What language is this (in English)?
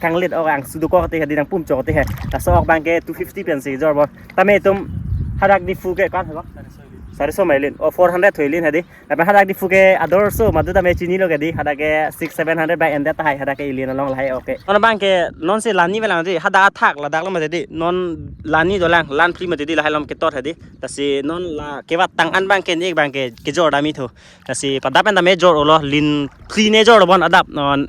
Karbi